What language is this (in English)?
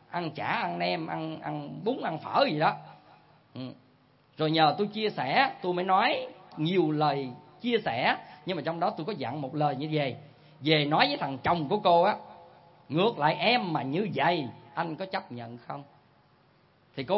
Vietnamese